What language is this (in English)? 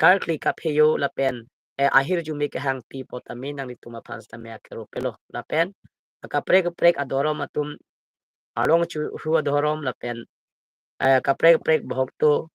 Karbi